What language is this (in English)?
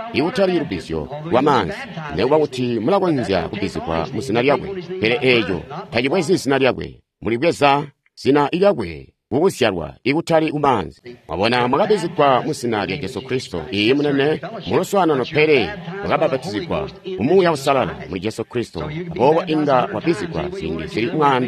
Tonga (Zambia)